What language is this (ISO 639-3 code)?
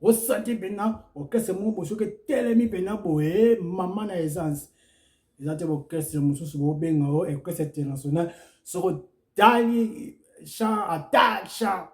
lin